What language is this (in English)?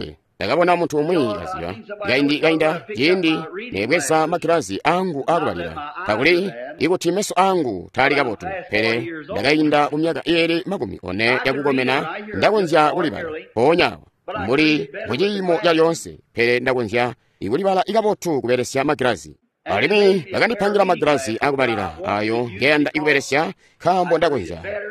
Tonga (Zambia)